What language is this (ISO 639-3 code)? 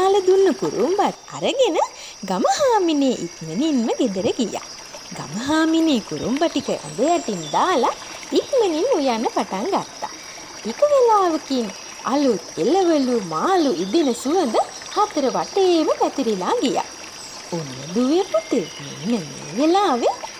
sin